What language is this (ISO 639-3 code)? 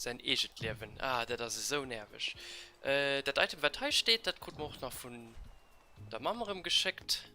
ltz